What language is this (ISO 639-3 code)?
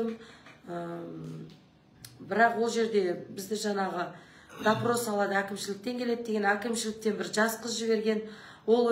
kaz